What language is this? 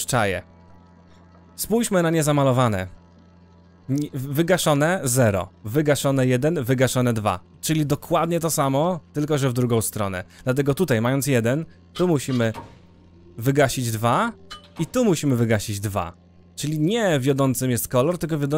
Polish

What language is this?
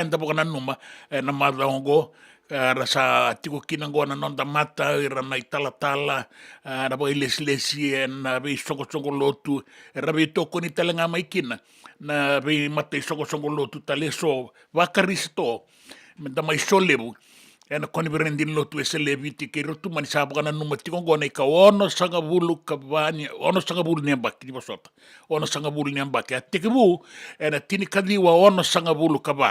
Fijian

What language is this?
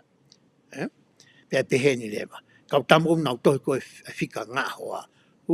Tongan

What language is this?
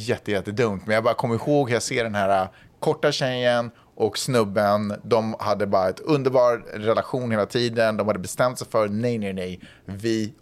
Swedish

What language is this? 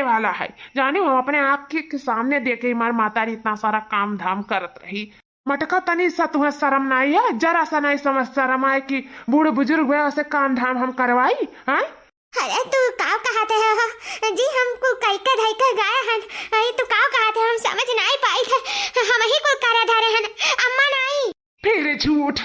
Awadhi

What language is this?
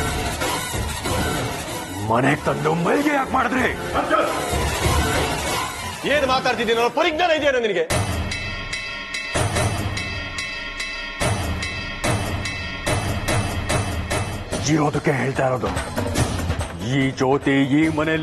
Kannada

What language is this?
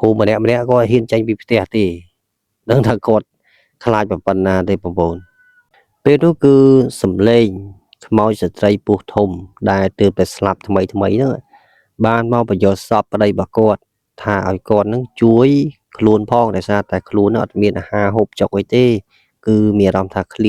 Khmer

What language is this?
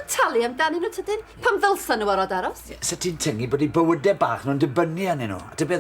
Welsh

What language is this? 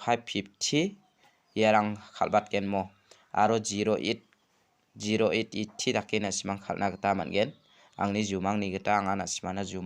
Garo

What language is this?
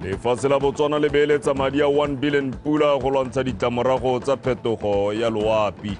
Tswana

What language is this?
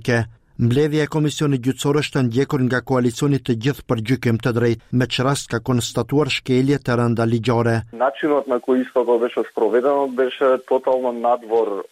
Albanian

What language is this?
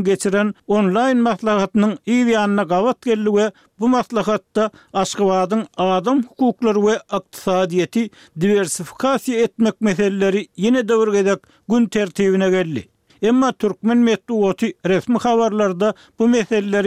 Turkmen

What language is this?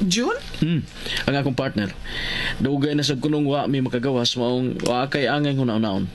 Cebuano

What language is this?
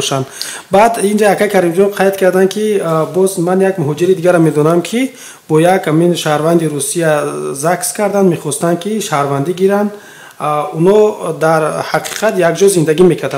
Tajik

